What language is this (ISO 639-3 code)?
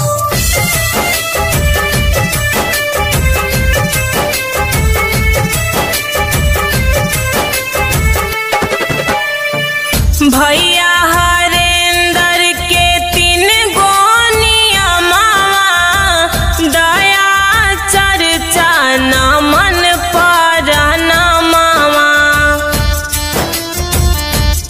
bho